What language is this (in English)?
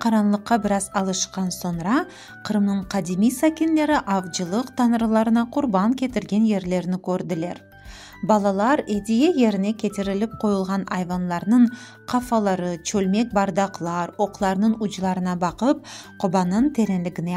Crimean Tatar